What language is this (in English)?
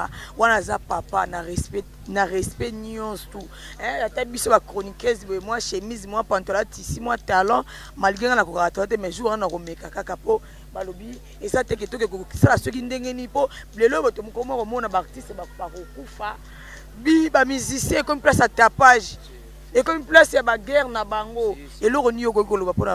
Lingala